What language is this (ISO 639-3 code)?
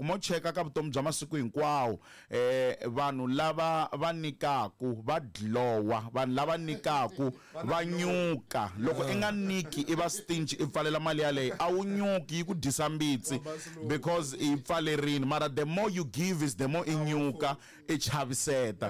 tso